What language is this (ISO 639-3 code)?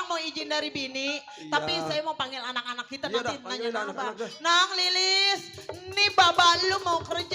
bew